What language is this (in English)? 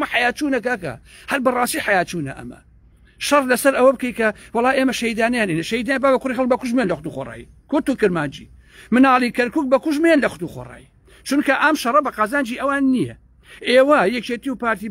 Central Kurdish